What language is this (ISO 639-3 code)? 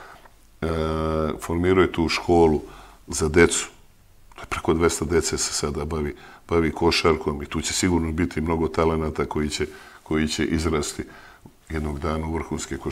srp